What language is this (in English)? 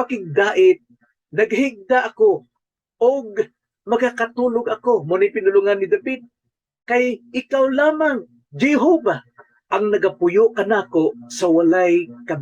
Cebuano